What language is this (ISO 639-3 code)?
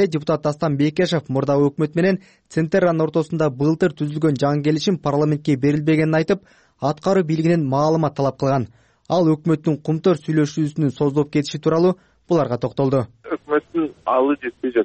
kir